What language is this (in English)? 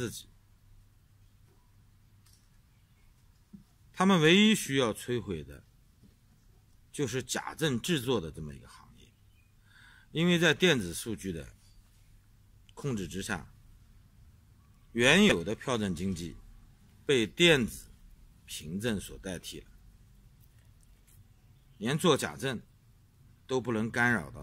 Chinese